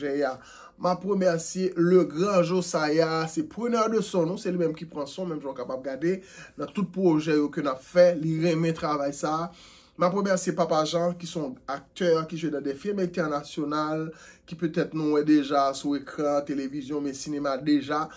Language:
Haitian Creole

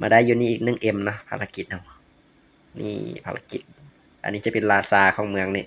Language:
Lao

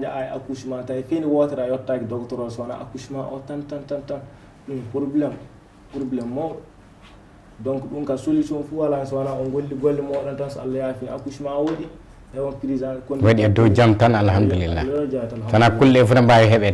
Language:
Fula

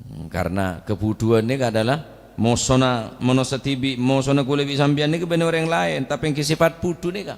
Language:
Madurese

